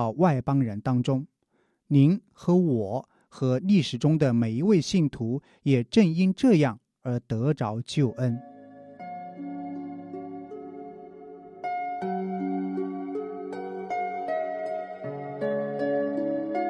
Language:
Chinese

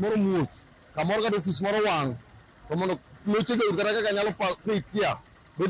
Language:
Luo (Kenya and Tanzania)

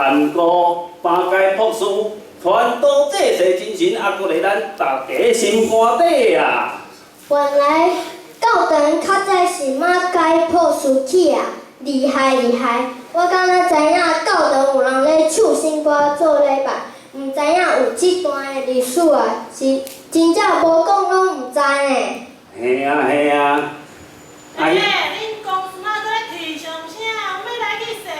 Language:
Min Nan Chinese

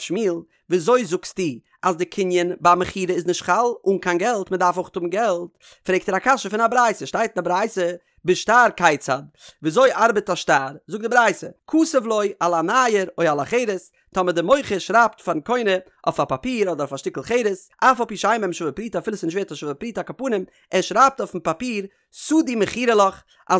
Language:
Yiddish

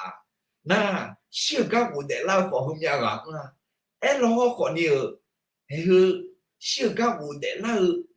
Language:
Akha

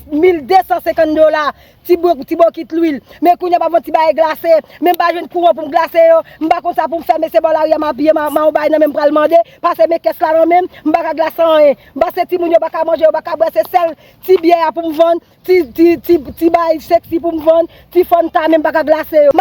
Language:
Haitian Creole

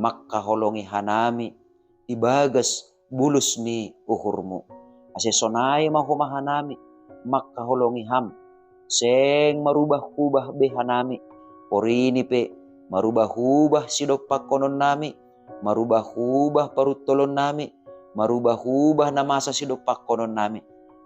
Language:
Batak Simalungun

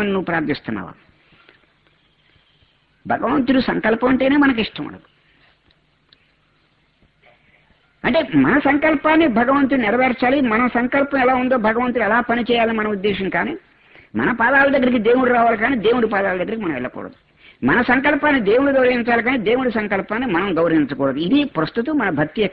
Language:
Telugu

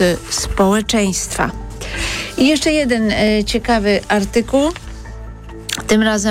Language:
Polish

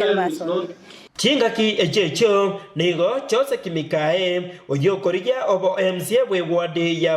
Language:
Gusii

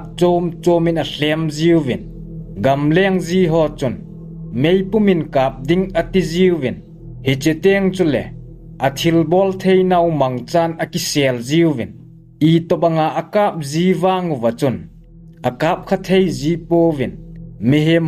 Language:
Thado Chin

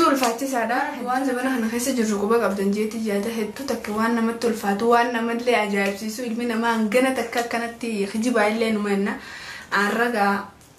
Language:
Oromo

